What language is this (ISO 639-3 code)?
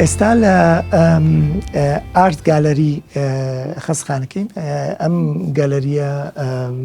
ckb